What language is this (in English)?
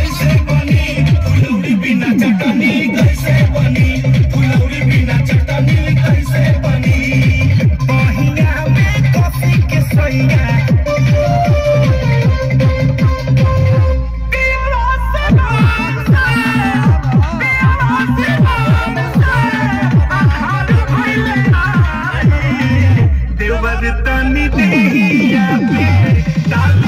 Bhojpuri